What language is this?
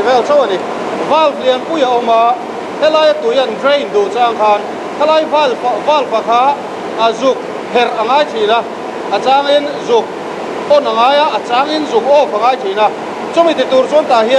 Mizo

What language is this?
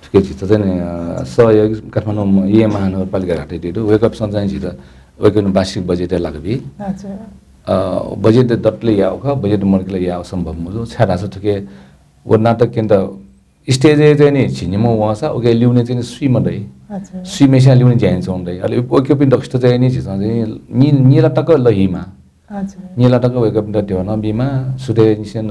Newari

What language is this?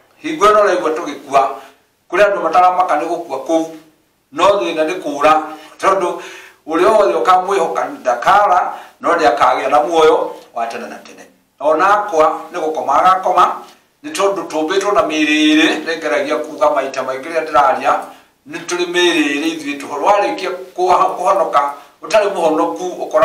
Kikuyu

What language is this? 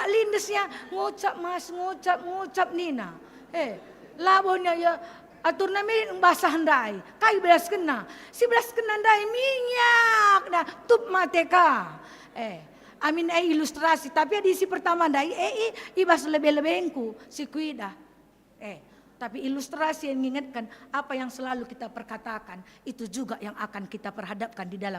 Batak Karo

